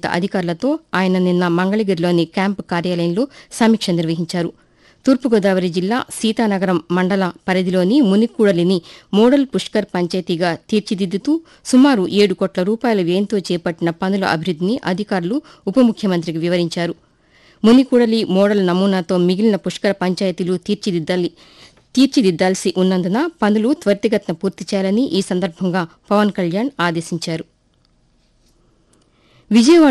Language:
Telugu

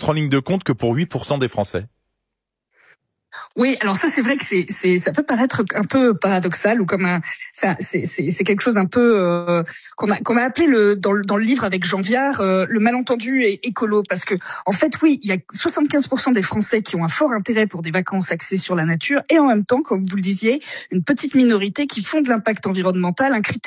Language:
French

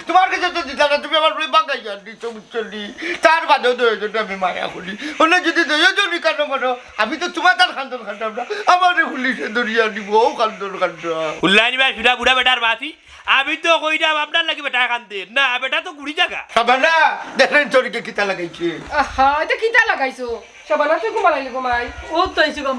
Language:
Sylheti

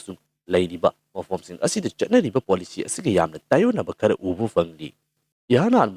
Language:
Manipuri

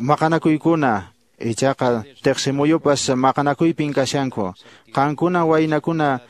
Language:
Quechua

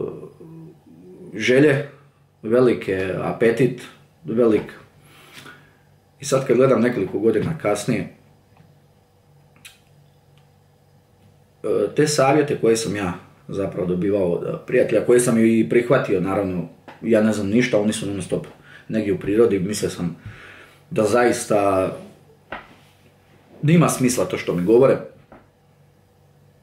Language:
Croatian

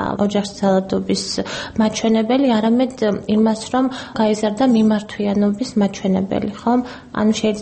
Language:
Georgian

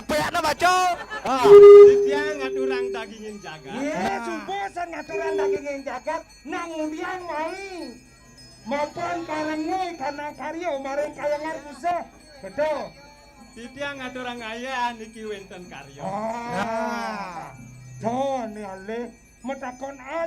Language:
Balinese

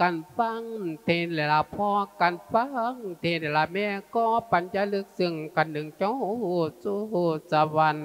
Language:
Lao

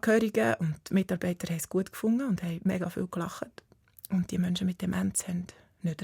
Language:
Swiss German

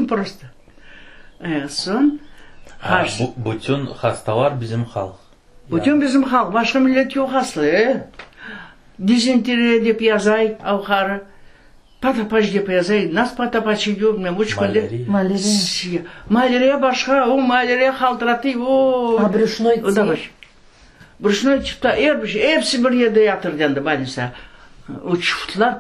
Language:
Crimean Tatar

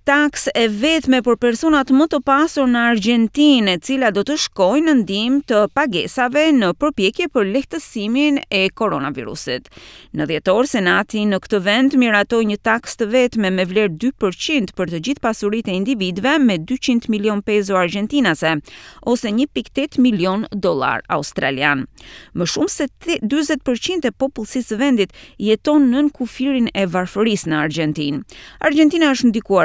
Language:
Albanian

